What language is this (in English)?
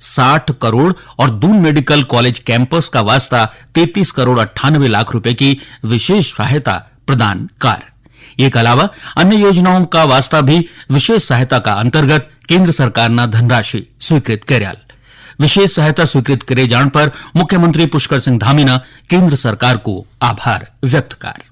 Garhwali